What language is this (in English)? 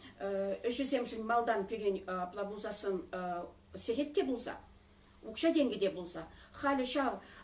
Chuvash